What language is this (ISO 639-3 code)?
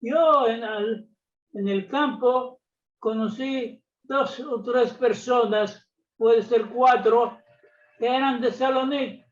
lad